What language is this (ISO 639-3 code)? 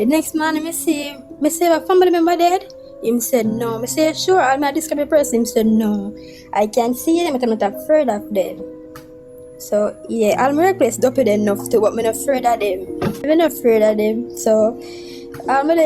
jam